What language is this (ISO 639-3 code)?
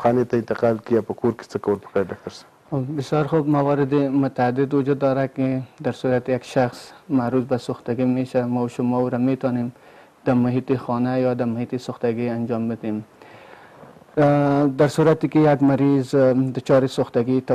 fas